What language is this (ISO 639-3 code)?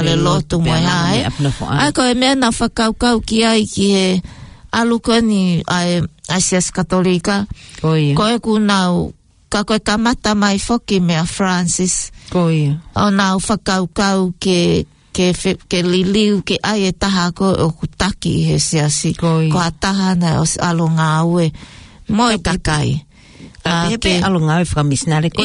ton